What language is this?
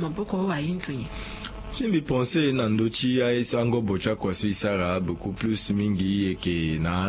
Sango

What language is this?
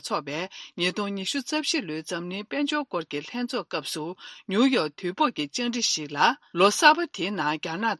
Tibetan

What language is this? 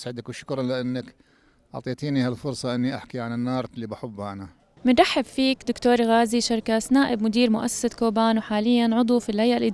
North Levantine Arabic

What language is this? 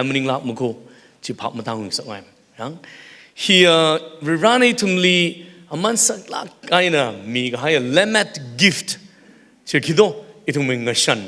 Tangkhul Naga (India)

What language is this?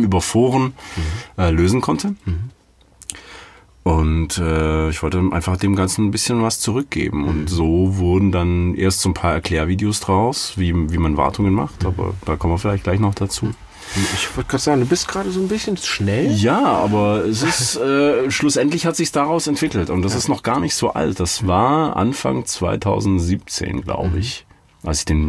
German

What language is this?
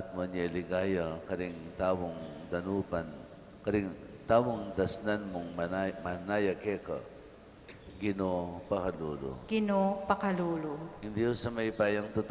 Pampanga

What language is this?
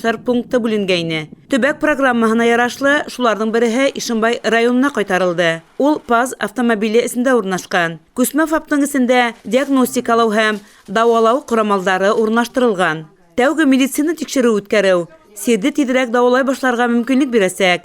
Bashkir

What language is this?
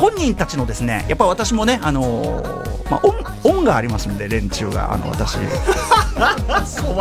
Japanese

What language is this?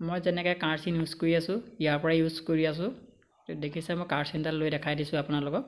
Assamese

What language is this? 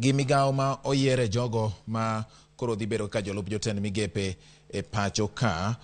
Luo (Kenya and Tanzania)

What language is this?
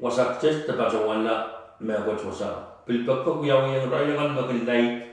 Pohnpeian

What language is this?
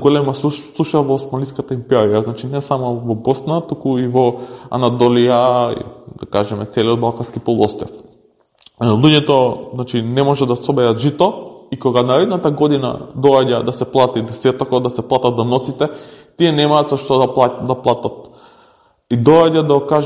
Macedonian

